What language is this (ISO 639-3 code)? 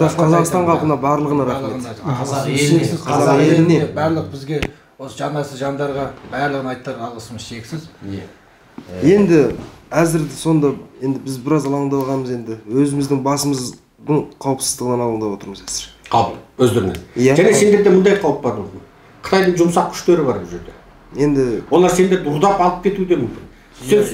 kaz